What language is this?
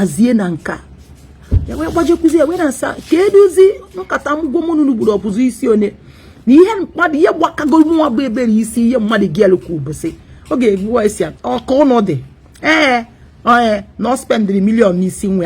Igbo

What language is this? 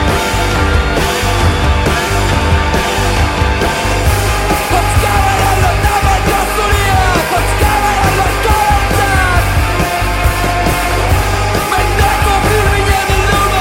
Basque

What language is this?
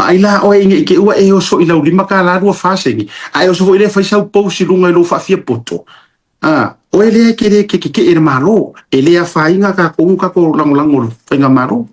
Samoan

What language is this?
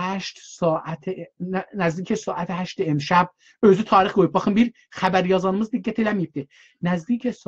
South Azerbaijani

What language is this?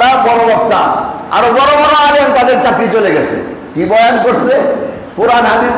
Bangla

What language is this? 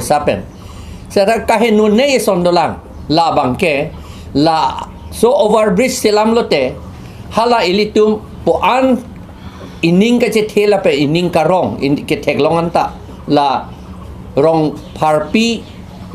Karbi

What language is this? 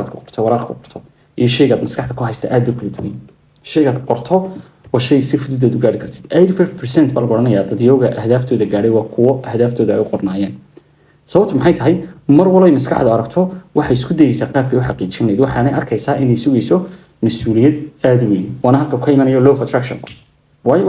Somali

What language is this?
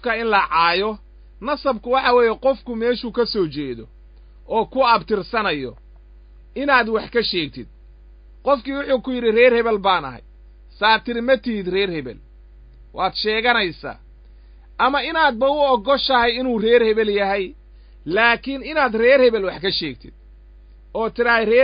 Somali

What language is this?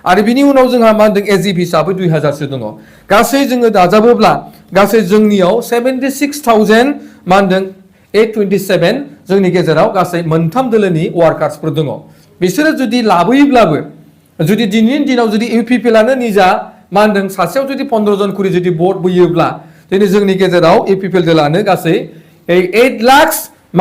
Bodo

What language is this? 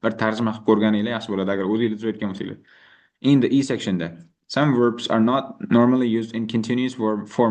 Uzbek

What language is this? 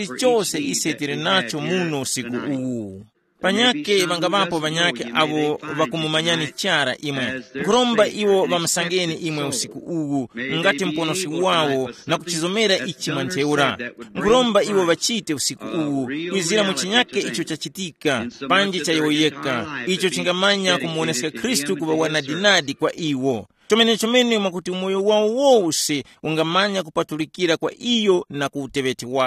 Tumbuka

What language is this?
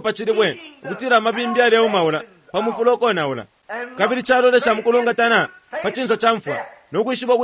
Bemba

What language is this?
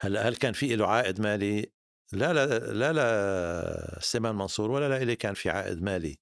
North Levantine Arabic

